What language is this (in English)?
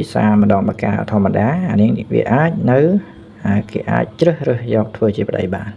Khmer